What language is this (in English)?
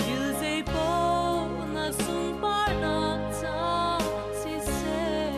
Hakha Chin